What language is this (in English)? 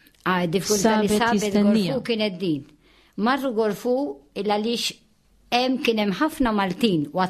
Maltese